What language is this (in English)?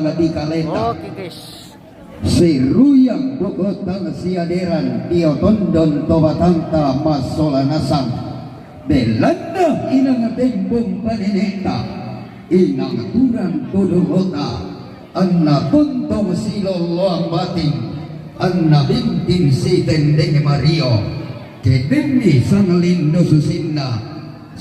Toraja-Sa'dan